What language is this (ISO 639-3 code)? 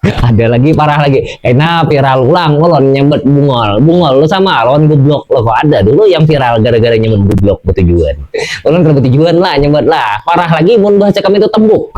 bjn